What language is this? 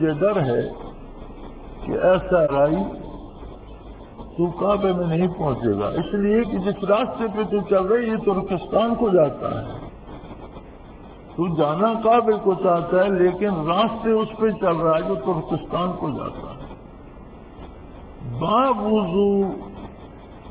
Urdu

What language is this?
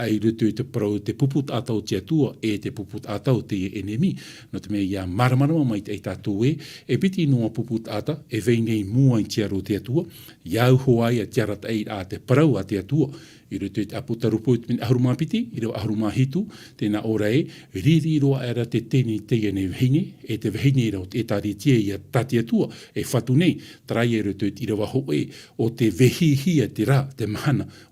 Tahitian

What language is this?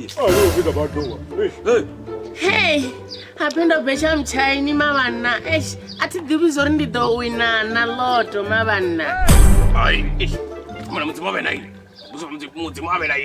Venda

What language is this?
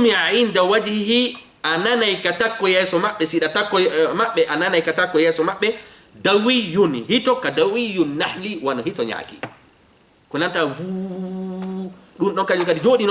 Fula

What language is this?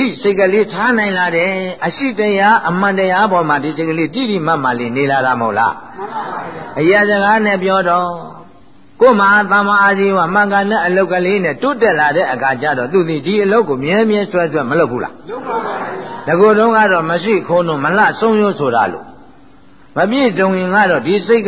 Burmese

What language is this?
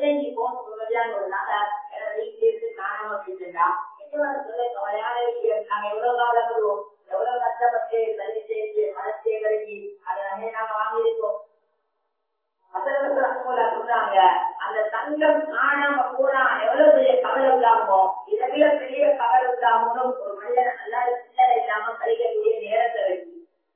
Tamil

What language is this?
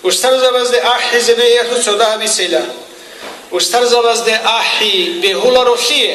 Avaric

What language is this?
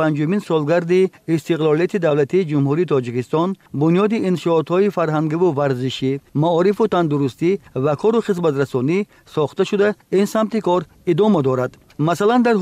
Tajik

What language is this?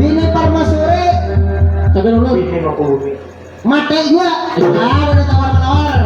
Banjar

